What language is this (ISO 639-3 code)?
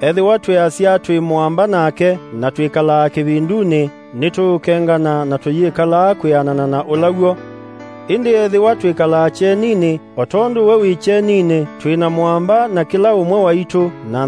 kam